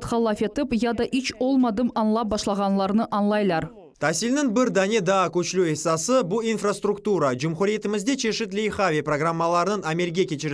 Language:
Crimean Tatar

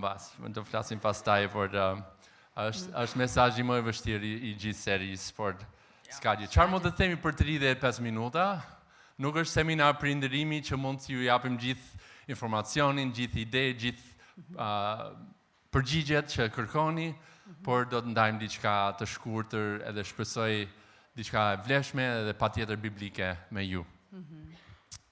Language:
Albanian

